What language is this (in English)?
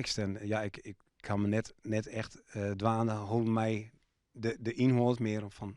Western Frisian